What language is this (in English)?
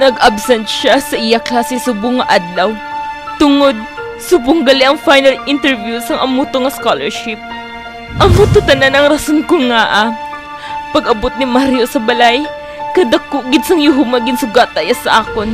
Hiligaynon